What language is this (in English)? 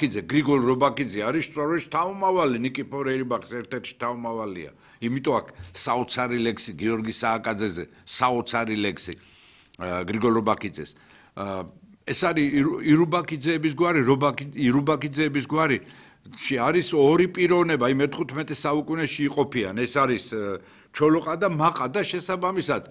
Georgian